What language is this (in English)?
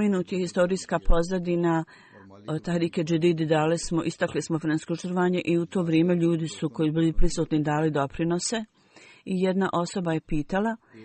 Bosnian